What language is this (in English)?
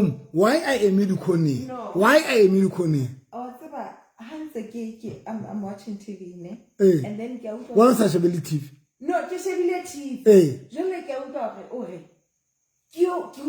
Southern Sotho